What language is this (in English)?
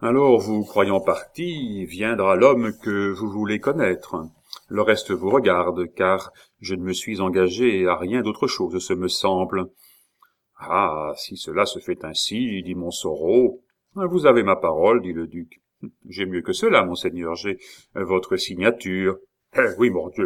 French